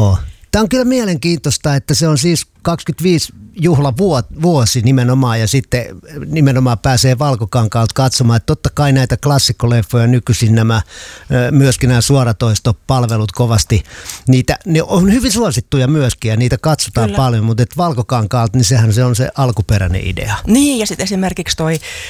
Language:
Finnish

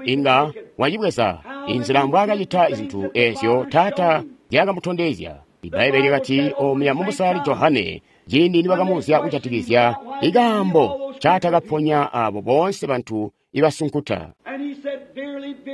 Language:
Tonga (Zambia)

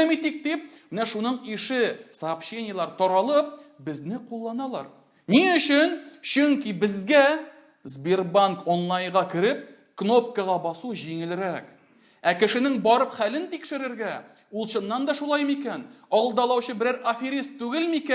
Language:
Tatar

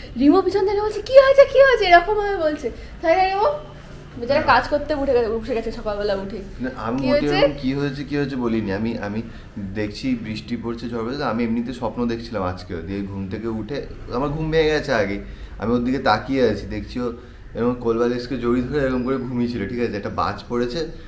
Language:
Bangla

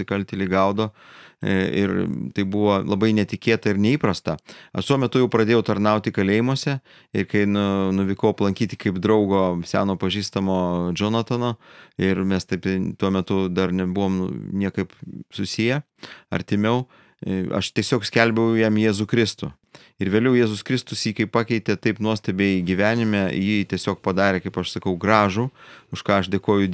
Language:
Lithuanian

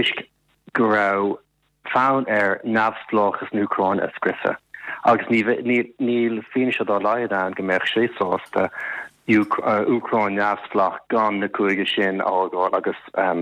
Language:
Irish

